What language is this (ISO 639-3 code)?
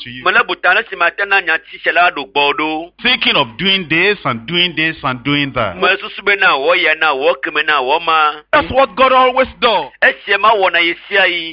ewe